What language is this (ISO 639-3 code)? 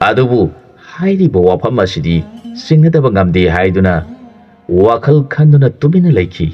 mni